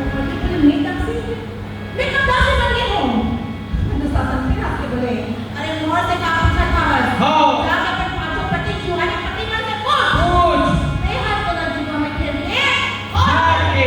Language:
Chhattisgarhi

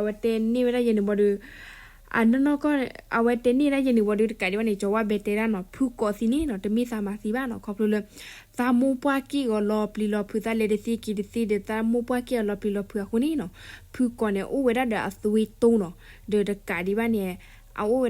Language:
S'gaw Karen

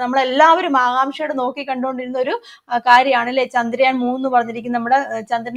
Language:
Malayalam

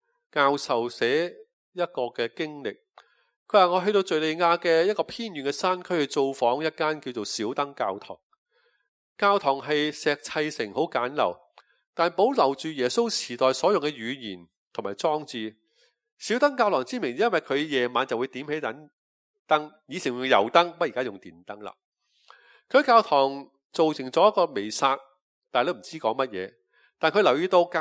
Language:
Cantonese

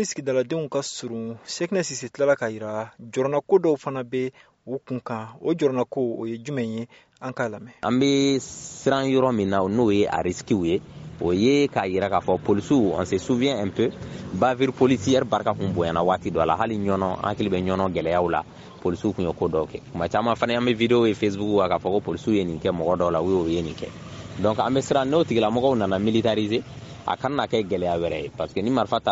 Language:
Bambara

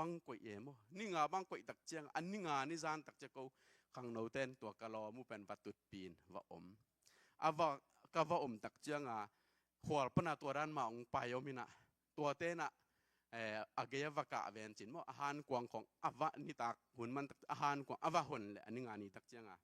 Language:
Tedim Chin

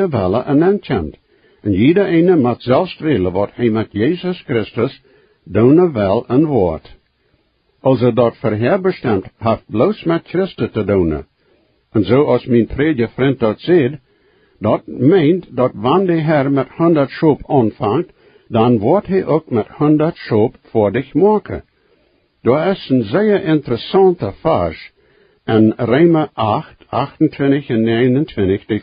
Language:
Plautdietsch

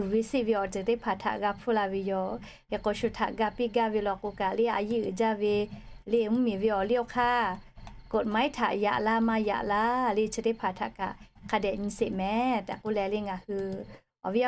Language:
Lahu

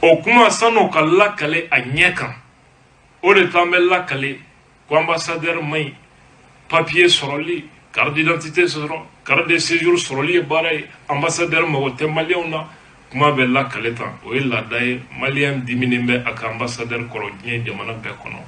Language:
Bambara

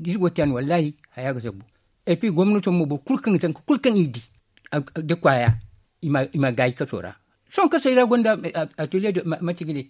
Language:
Zarma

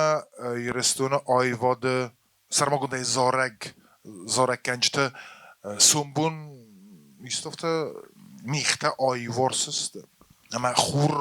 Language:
Ossetic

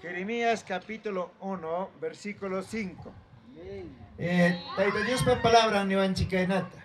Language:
Ayacucho Quechua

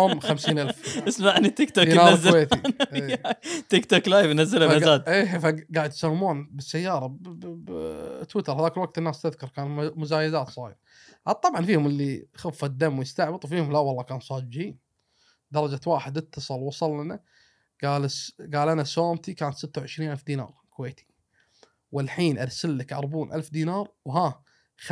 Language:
Gulf Arabic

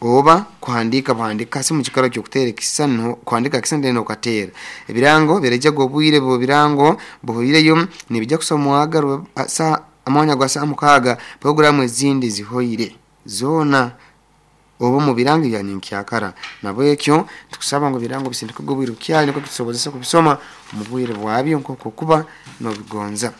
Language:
Nyoro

